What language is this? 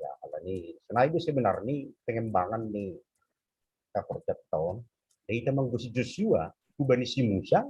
Batak Simalungun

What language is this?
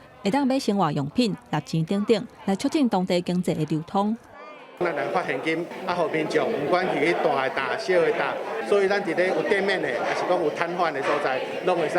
Min Nan Chinese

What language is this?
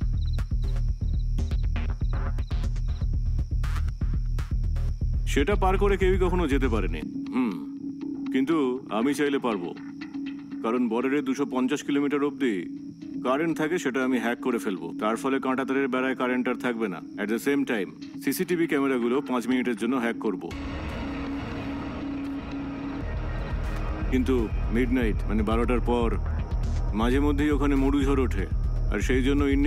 Bangla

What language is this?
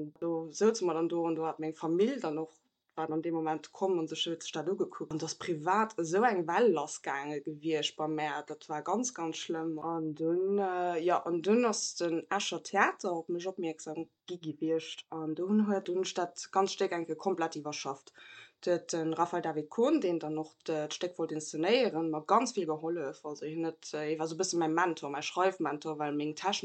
Luxembourgish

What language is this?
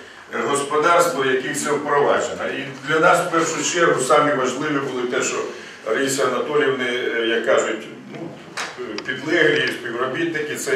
Ukrainian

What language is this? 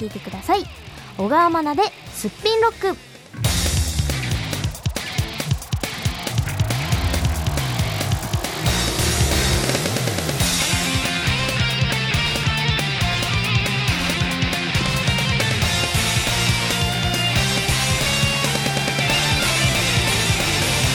Japanese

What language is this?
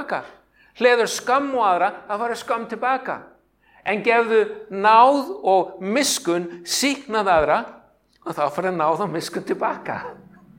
Icelandic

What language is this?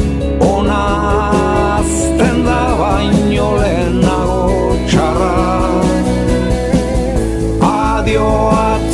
Basque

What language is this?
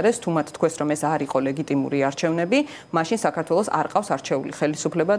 Georgian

